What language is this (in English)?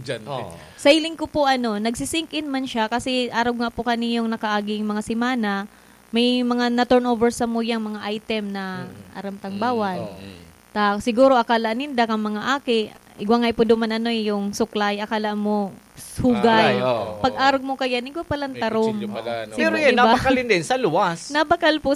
Bikol